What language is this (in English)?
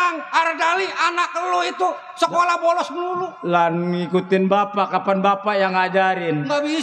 Betawi